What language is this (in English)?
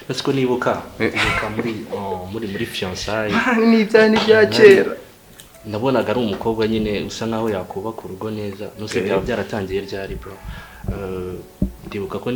Kinyarwanda